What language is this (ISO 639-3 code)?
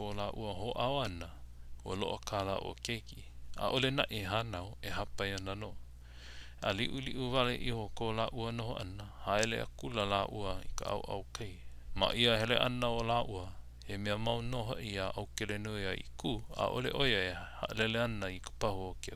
haw